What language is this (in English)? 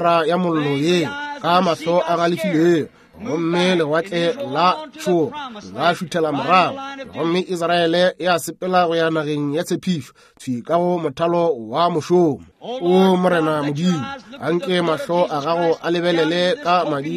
Northern Sotho